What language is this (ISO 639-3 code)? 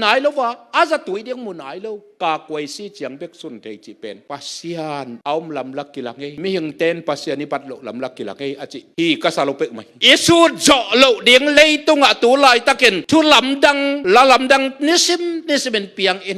ctd